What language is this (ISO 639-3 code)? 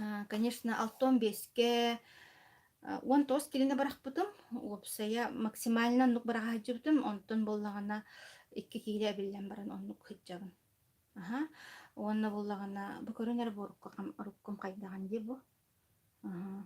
sah